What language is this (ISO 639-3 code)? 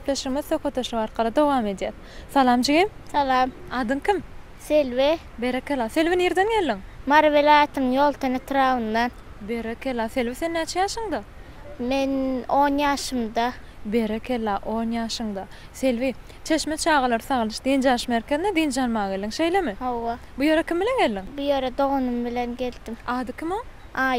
tuk